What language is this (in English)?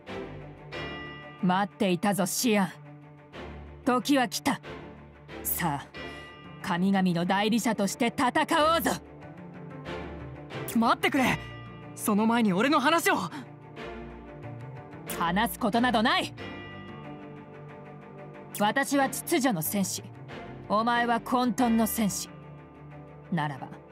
Japanese